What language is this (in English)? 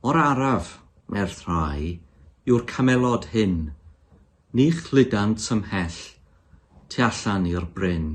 Welsh